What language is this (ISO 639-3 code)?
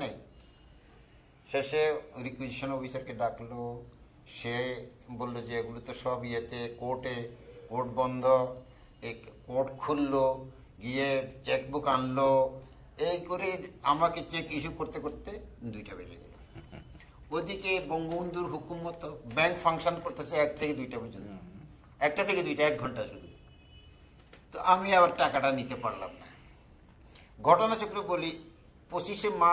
ben